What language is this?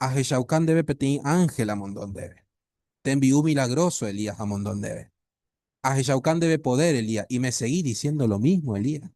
Guarani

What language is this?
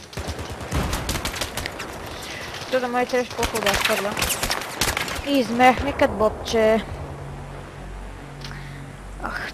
Bulgarian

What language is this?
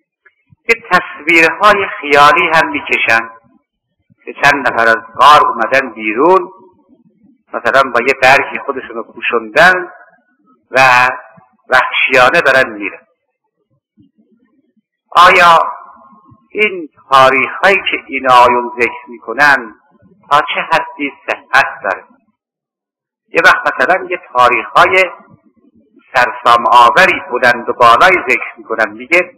Persian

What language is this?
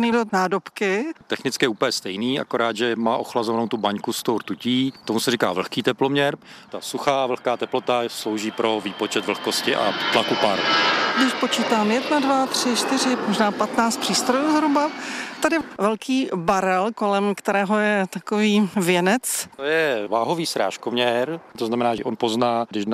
Czech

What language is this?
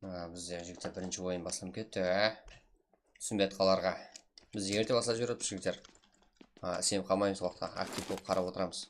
Kara-Kalpak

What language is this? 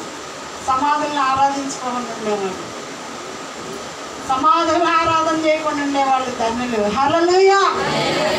Telugu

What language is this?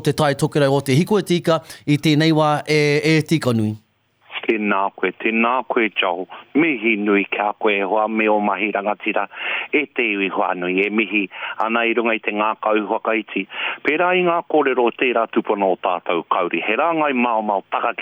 Māori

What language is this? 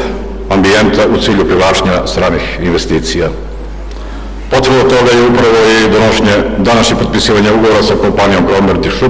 Serbian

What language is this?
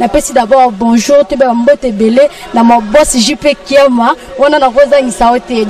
Lingala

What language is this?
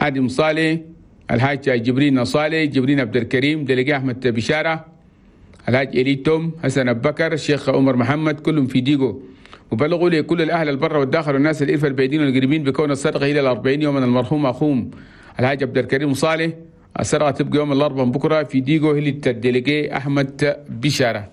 Chadian Arabic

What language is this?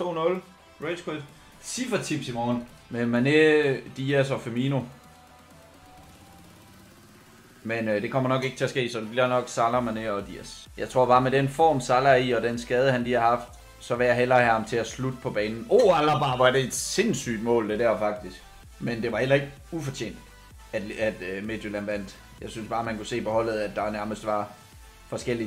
Danish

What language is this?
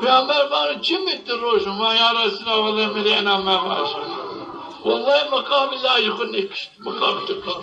Zaza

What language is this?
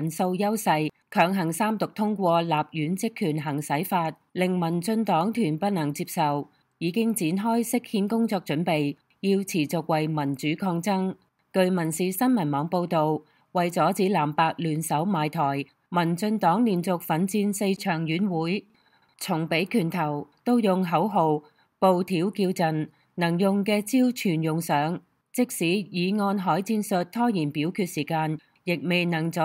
Cantonese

